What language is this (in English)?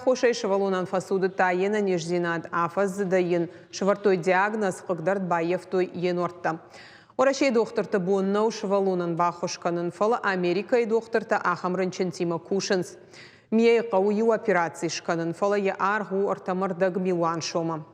Ossetic